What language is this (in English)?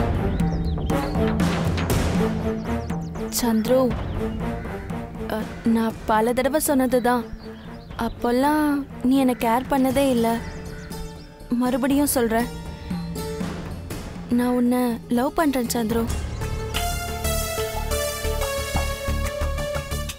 Tamil